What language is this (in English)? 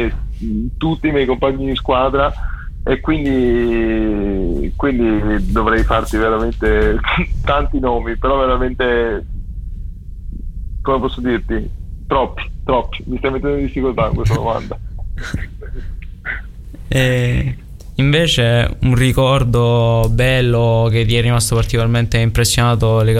Italian